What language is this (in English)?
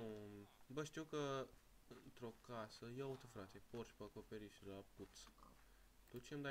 Romanian